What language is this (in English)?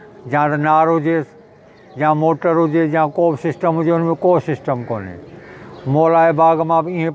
Sindhi